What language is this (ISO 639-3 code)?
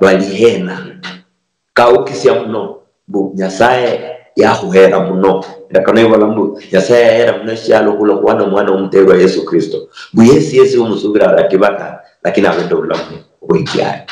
luy